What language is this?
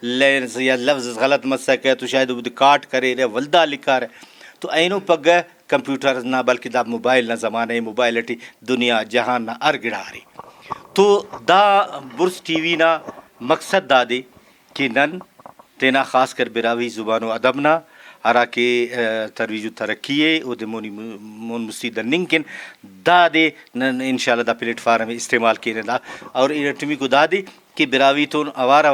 Brahui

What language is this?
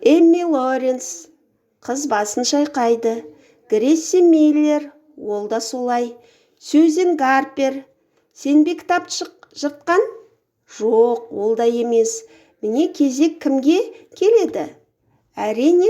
Kazakh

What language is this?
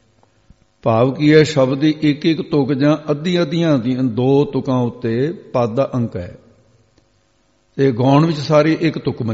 Punjabi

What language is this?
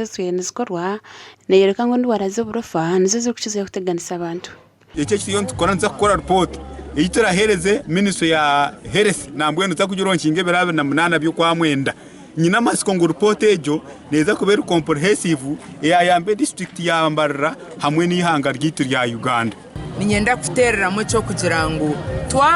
Nyankole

